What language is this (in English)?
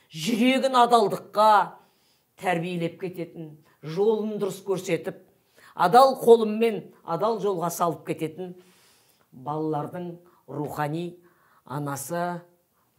Kazakh